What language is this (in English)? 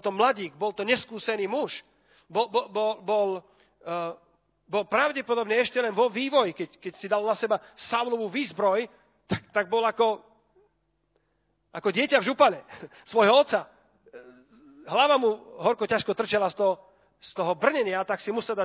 Slovak